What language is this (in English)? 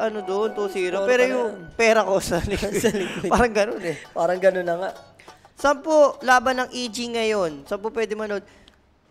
Filipino